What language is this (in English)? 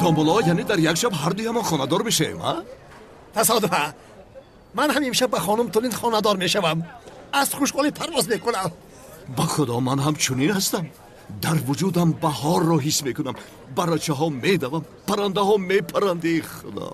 Tajik